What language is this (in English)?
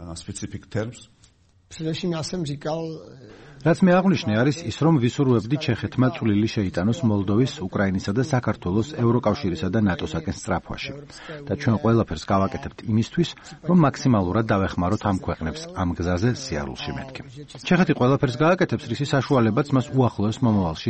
Georgian